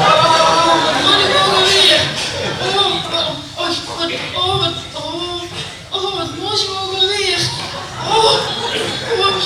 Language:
Limburgish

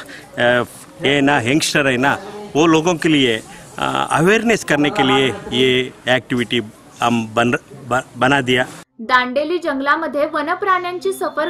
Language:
Marathi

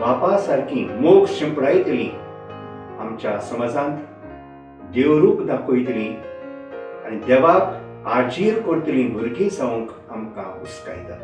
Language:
Konkani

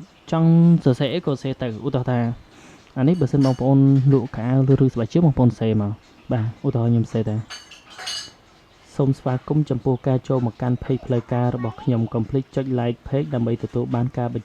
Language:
Khmer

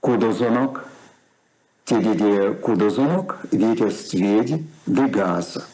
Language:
Erzya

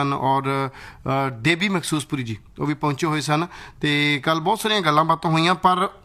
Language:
Punjabi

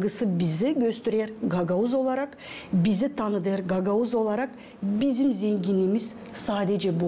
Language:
Gagauz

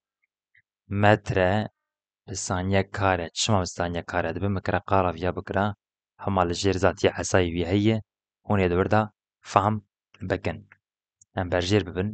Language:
Kurdish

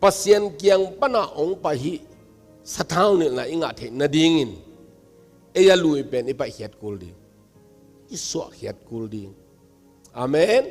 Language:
Tedim Chin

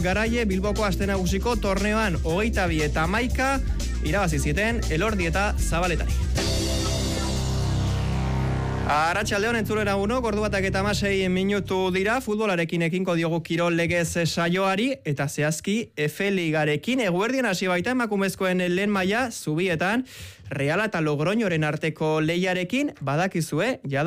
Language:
Basque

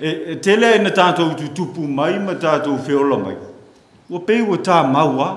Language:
Samoan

